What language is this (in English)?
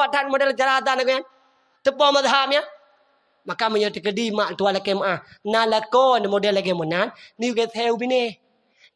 Achinese